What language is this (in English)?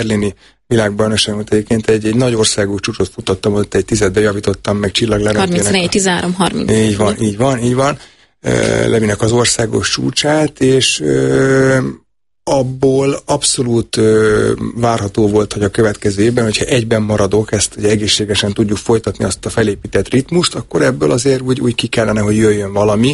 Hungarian